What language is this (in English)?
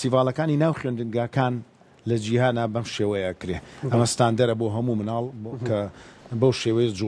Central Kurdish